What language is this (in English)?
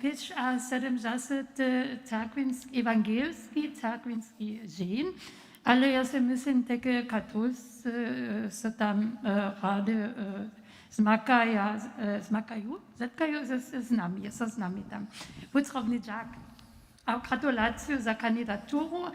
Upper Sorbian